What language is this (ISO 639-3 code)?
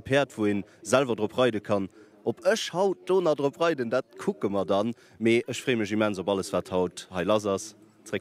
ltz